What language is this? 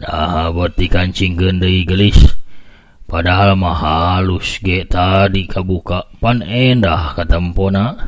Sundanese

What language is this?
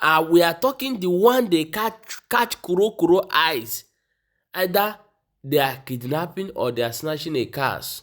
Igbo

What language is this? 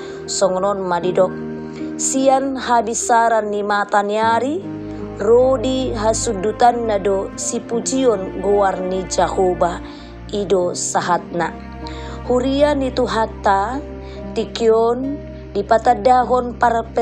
Batak Toba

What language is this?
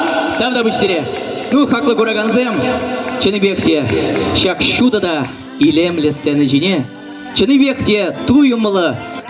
Chuvash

